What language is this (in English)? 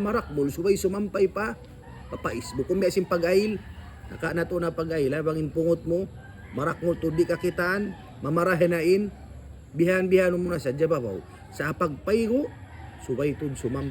Tausug